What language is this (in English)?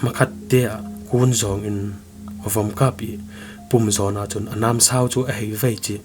Falam Chin